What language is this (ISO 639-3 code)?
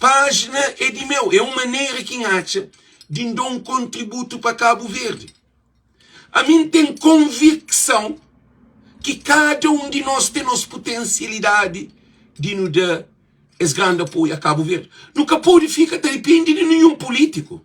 kea